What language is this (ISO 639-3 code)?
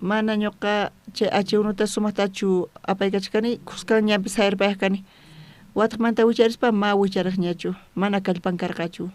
quh